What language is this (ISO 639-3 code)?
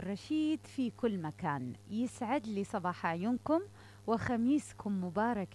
acm